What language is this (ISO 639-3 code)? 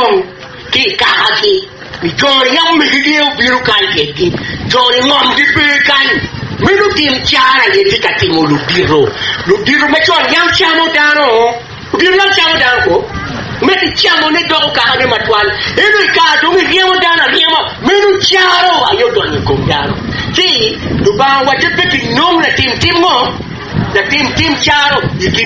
ach